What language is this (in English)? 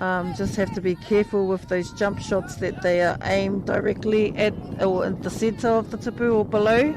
Māori